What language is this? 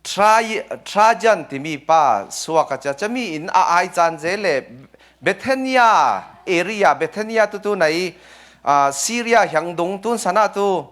Falam Chin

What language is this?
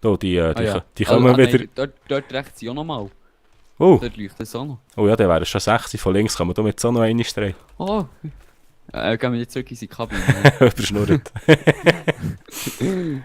Swiss German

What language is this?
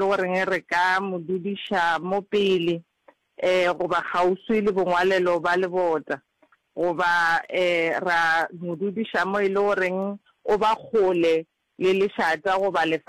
Northern Sotho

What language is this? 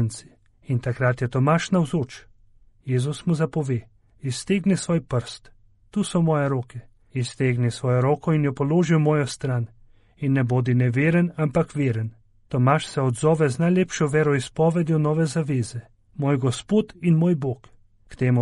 Slovenian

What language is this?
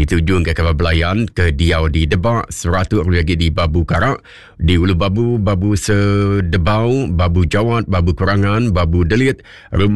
Iban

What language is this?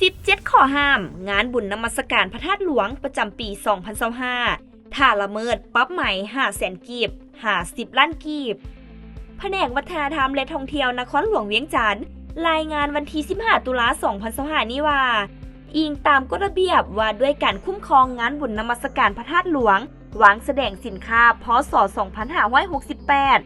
Lao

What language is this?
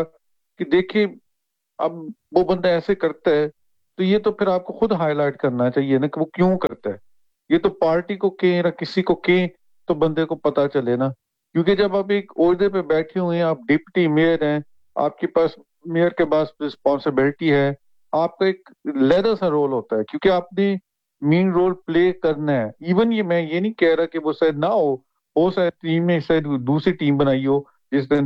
Urdu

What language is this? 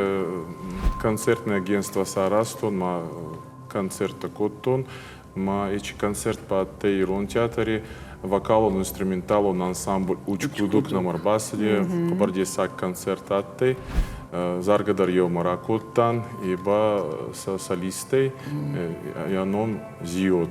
Ossetic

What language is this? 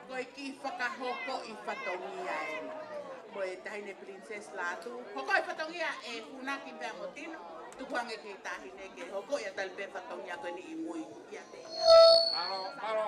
Tongan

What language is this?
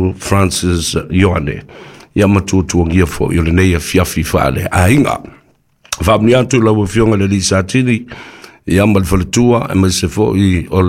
Samoan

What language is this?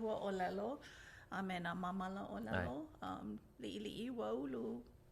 Hawaiian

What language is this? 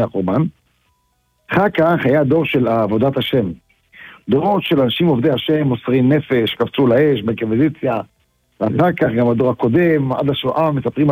Hebrew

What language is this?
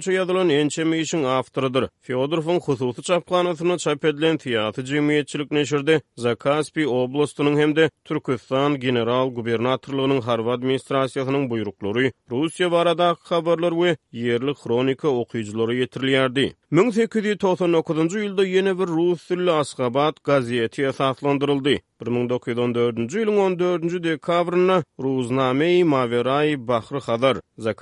Turkmen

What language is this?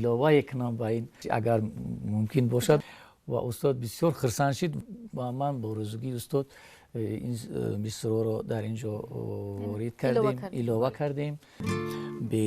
Tajik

